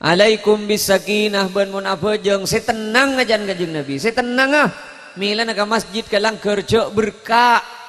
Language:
Madurese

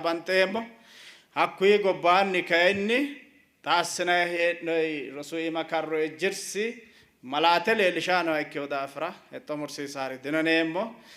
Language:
Sidamo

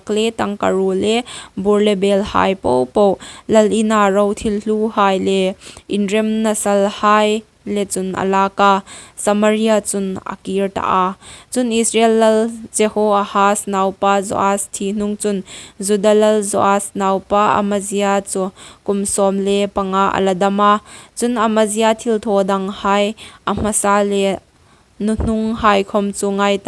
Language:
Hmar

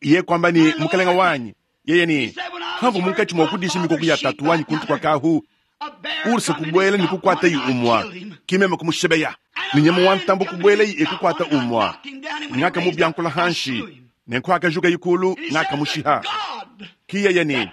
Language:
Luba-Lulua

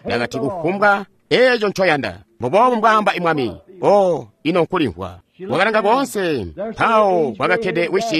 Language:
Tonga (Zambia)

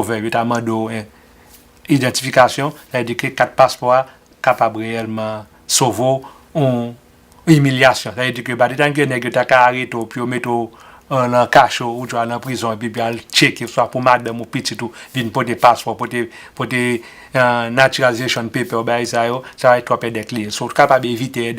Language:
Haitian Creole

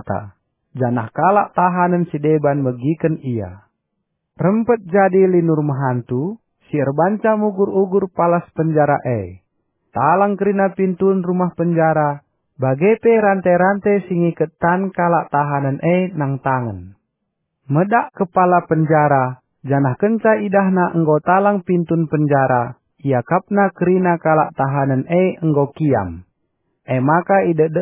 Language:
Batak Karo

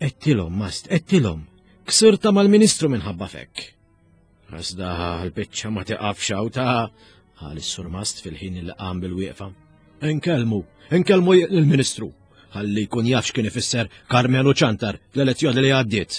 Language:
Maltese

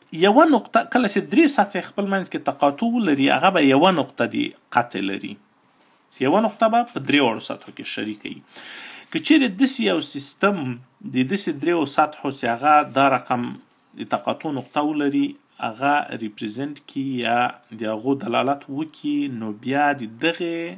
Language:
Pashto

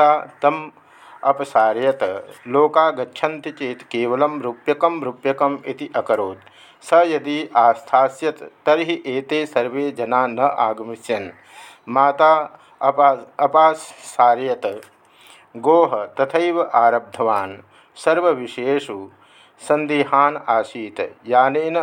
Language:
Sanskrit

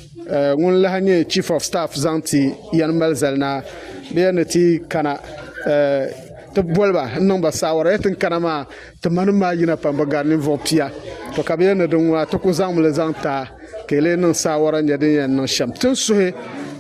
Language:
Dagbani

